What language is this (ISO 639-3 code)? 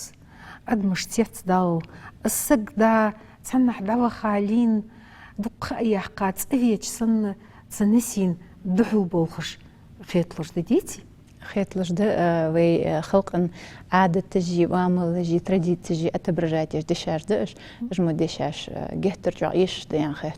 inh